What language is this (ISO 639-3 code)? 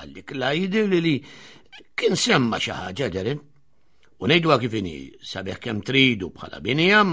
mlt